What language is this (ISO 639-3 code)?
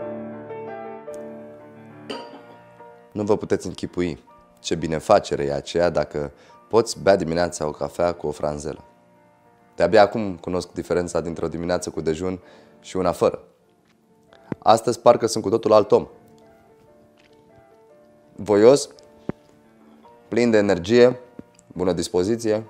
ron